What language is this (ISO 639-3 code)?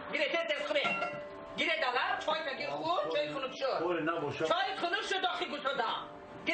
tgk